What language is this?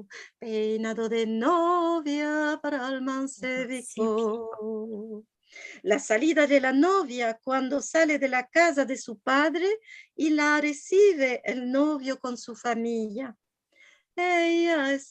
Ladino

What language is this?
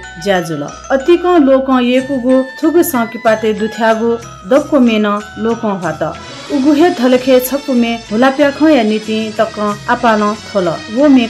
Newari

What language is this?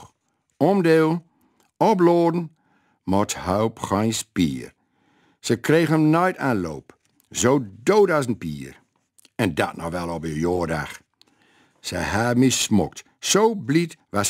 Gronings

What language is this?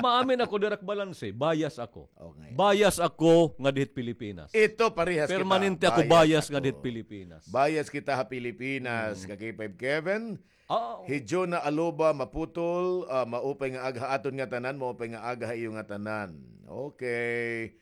Waray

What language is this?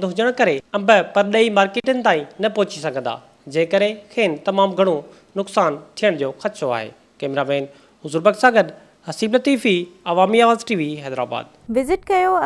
Sindhi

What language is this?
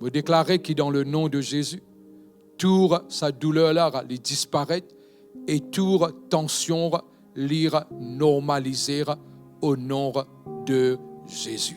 Morisyen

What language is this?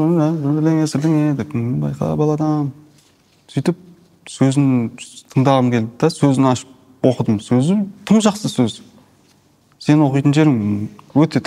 Kazakh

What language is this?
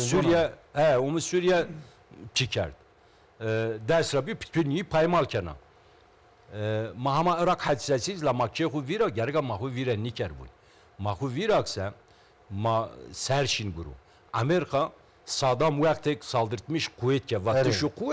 Zaza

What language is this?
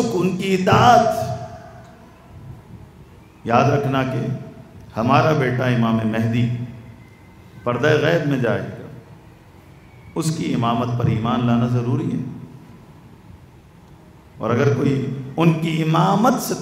Urdu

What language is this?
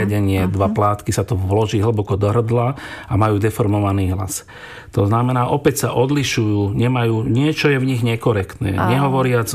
Slovak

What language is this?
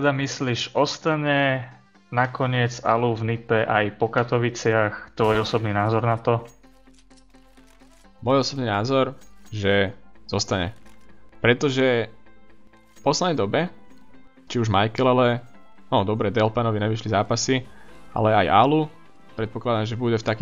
Slovak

